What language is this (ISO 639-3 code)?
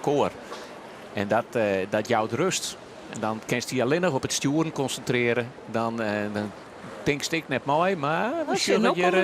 fry